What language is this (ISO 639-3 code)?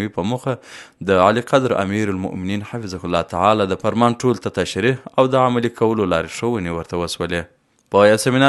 pus